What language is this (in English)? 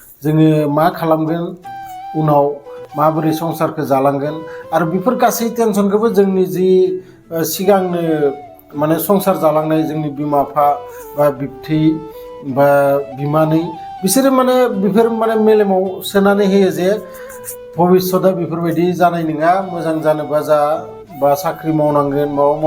Bodo